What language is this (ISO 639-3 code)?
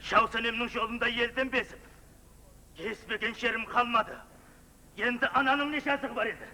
kaa